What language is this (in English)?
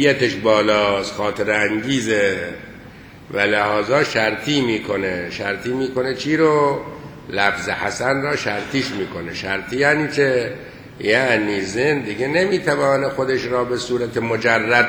Persian